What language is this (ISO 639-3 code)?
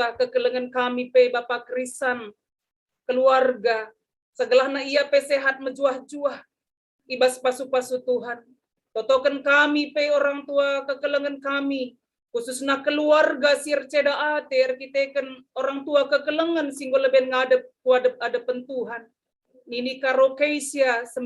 btx